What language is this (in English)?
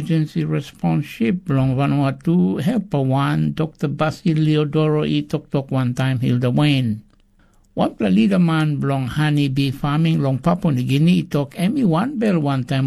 Tok Pisin